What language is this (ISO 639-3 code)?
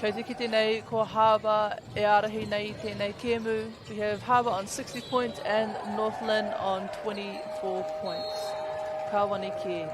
mri